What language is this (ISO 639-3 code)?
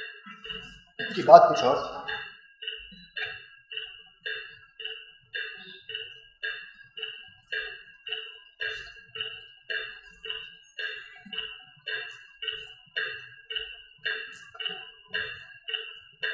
hin